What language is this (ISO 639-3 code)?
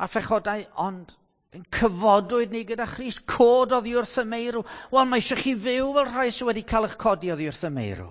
cym